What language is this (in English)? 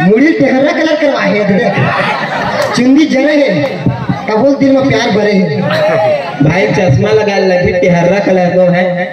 Chhattisgarhi